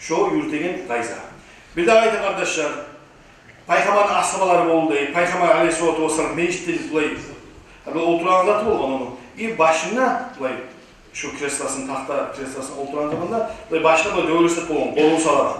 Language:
Kumyk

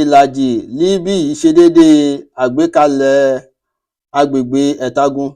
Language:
Yoruba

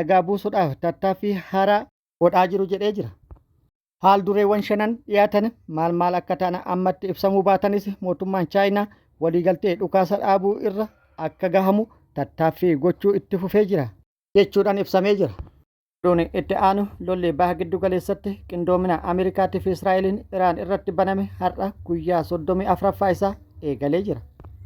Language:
Oromo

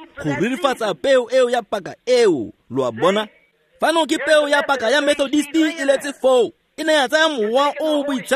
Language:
Tswana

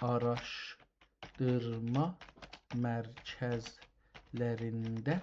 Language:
South Azerbaijani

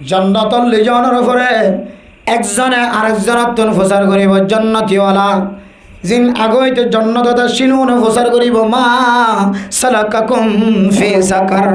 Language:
Rohingya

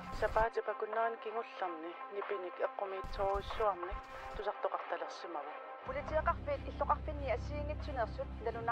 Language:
Kalaallisut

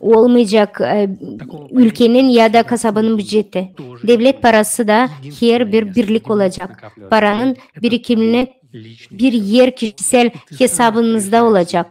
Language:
Gagauz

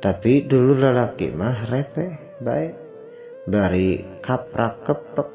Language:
Sundanese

